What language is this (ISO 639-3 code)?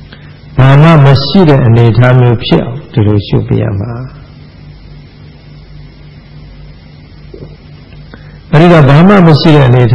mya